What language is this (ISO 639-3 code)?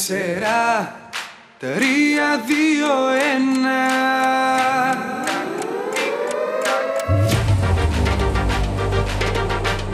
ell